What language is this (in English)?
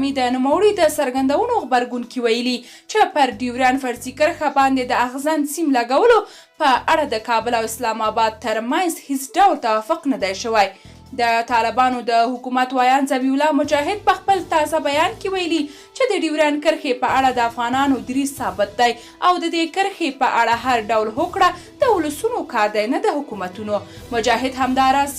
Pashto